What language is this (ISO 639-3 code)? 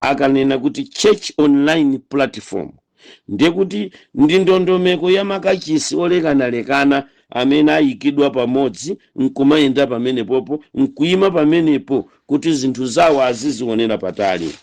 nya